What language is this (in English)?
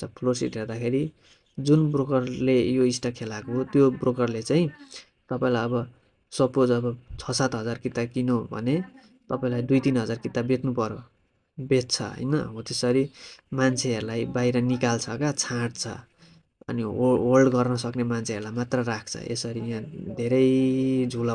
Nepali